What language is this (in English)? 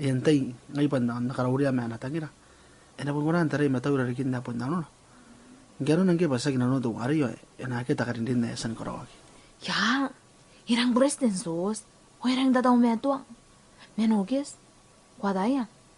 Gilbertese